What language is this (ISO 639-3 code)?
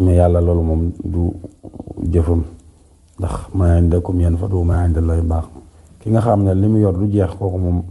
wol